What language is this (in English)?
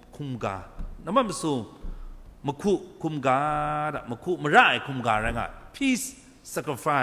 Kachin